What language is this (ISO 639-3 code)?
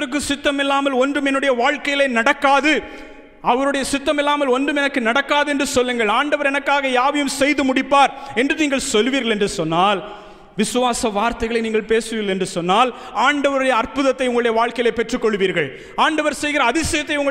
tam